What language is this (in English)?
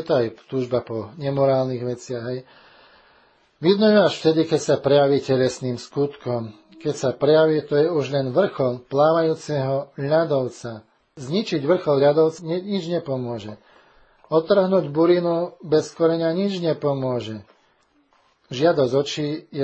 Slovak